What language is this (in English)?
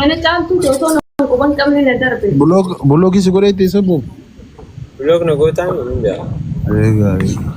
Oromo